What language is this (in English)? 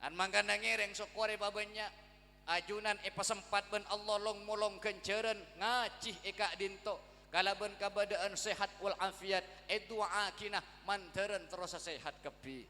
Madurese